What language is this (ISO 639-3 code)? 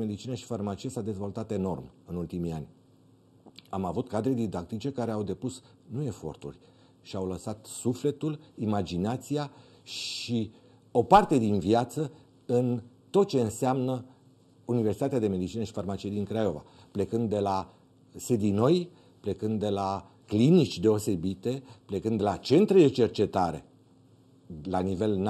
ron